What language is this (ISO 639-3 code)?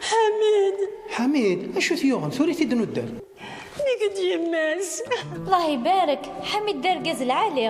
kab